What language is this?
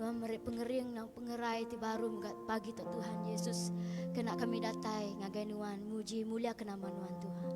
Iban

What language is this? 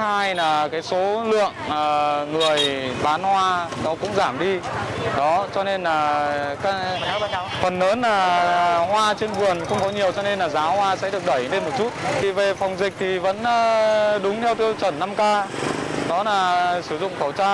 Vietnamese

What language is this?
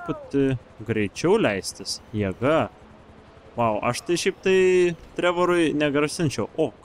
Lithuanian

